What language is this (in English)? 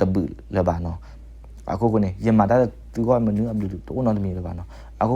S'gaw Karen